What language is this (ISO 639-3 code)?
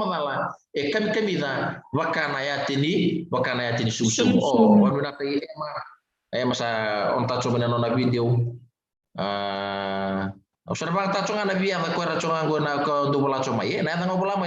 fij